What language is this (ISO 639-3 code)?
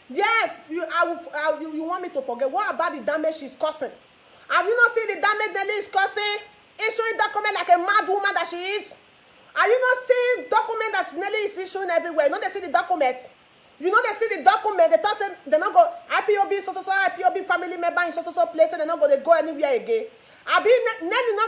pcm